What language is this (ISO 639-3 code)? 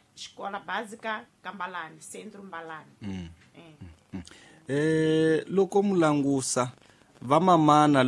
tso